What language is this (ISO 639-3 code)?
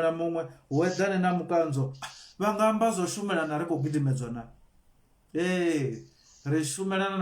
ven